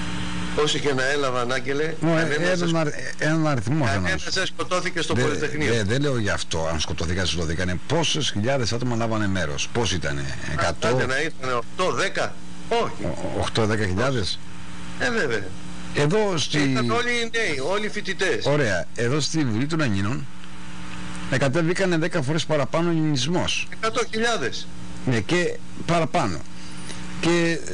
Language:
Greek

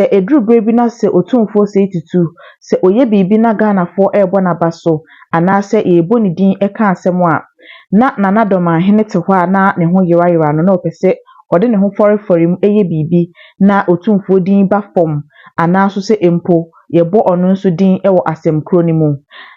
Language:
Akan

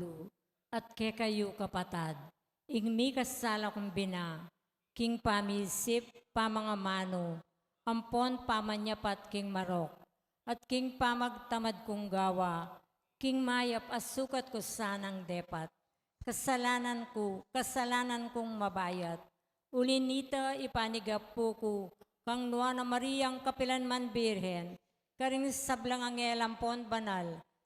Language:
Pampanga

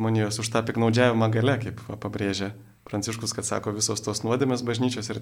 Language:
Lithuanian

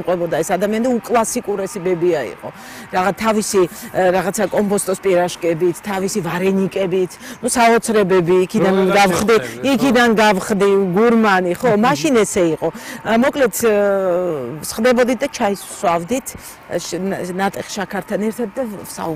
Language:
Georgian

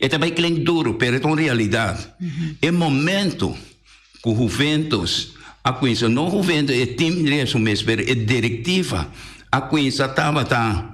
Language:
Papiamento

